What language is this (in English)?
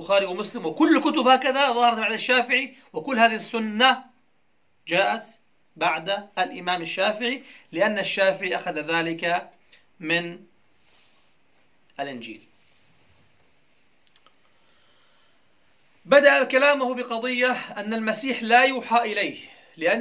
Arabic